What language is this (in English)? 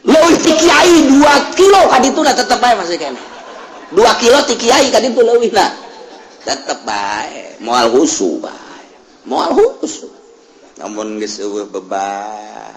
Sundanese